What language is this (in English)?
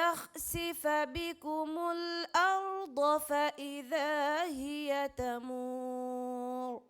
Divehi